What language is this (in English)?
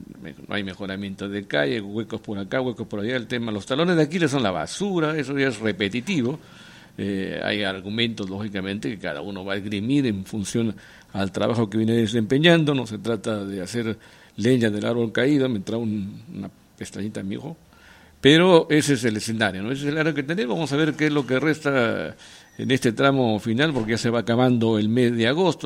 Spanish